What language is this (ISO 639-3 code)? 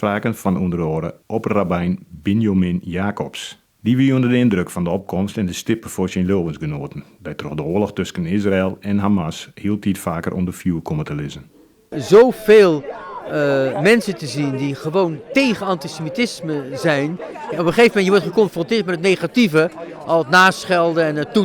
fry